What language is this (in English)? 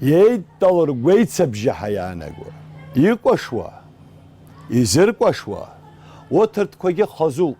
Abkhazian